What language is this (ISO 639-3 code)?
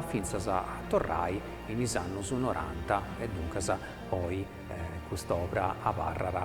srd